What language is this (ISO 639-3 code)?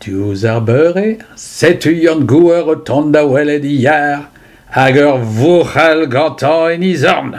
bre